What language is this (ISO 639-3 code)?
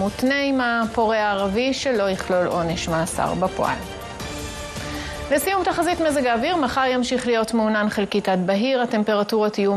heb